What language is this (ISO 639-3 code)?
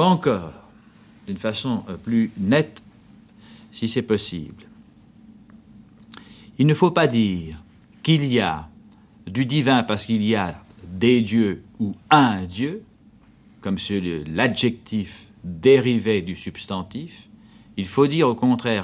fra